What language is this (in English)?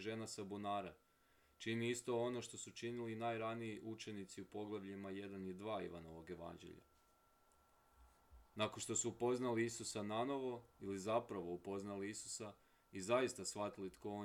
Croatian